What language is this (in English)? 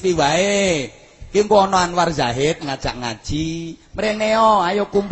Javanese